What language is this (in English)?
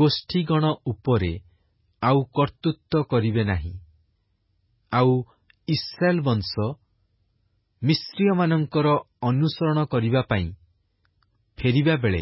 Odia